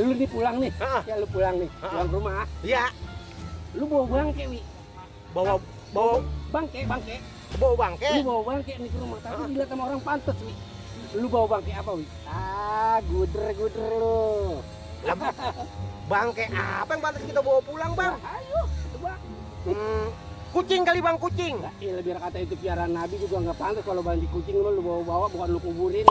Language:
Betawi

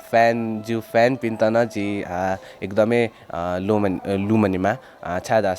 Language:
Newari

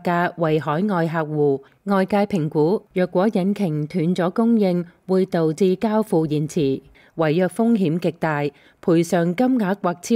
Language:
Cantonese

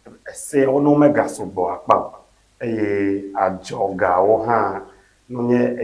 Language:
Ewe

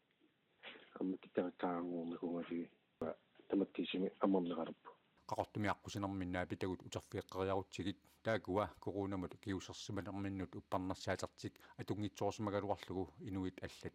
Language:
Kalaallisut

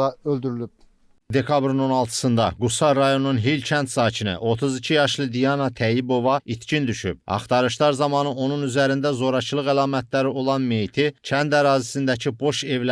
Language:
Azerbaijani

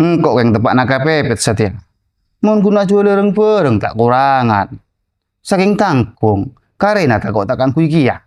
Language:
Madurese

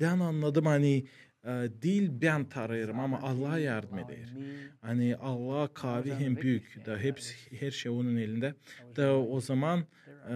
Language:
Gagauz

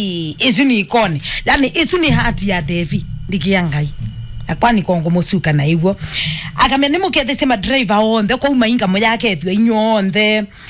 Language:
Kamba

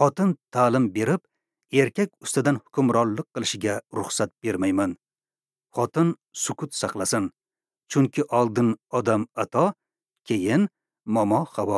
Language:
Uzbek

